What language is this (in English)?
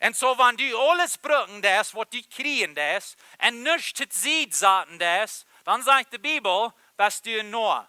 Plautdietsch